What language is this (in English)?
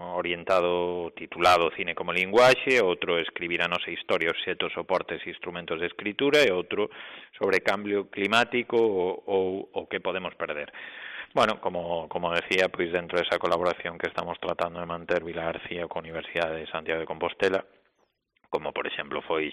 Galician